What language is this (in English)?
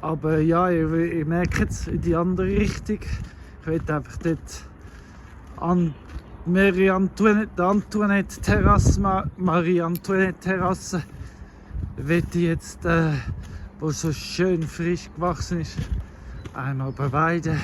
Swiss German